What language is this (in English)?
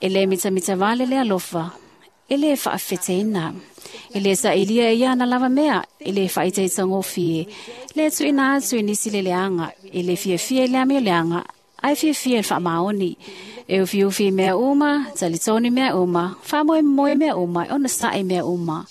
Samoan